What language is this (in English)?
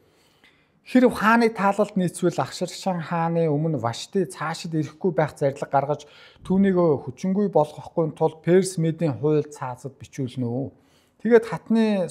Mongolian